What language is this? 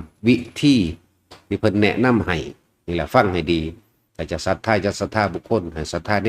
Northeastern Thai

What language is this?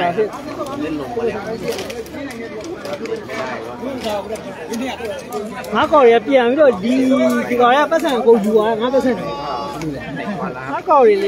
Burmese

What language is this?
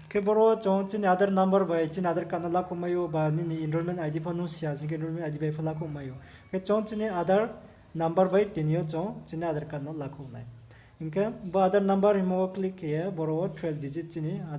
Riang (India)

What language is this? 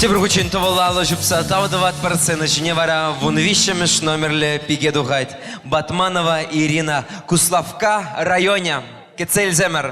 Chuvash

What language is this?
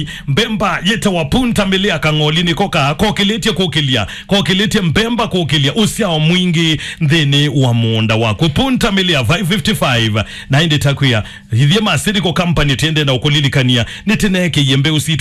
Kamba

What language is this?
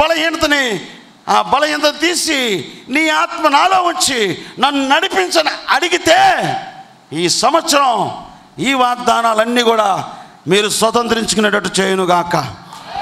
Telugu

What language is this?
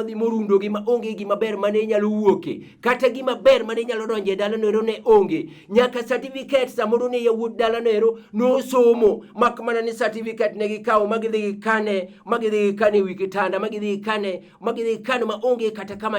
Luo (Kenya and Tanzania)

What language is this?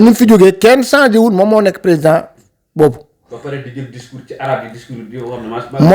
Wolof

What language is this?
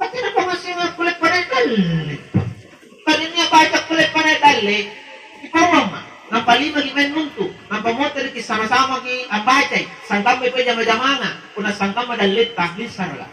Makasar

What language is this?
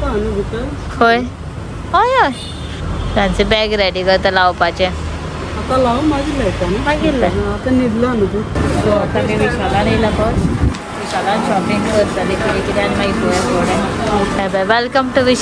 Konkani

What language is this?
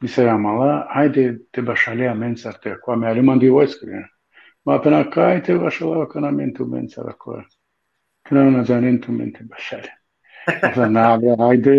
Balkan Romani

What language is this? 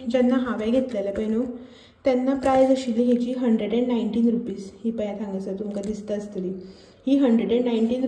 Konkani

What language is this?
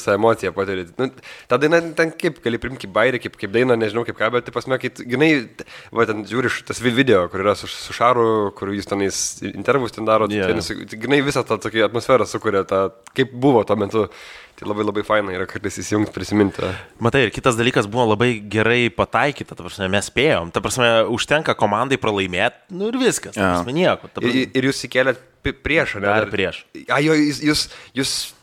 Lithuanian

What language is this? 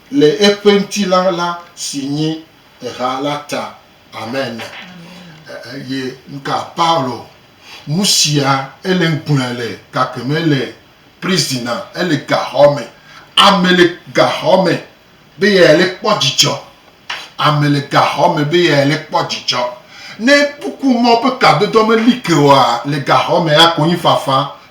Gen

